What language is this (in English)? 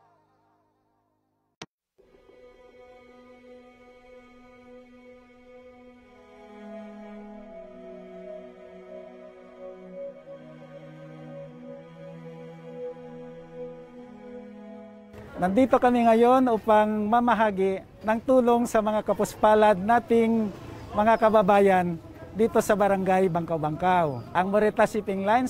Filipino